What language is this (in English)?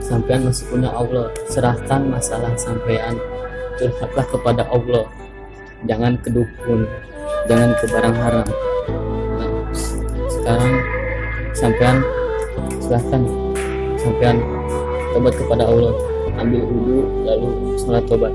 Betawi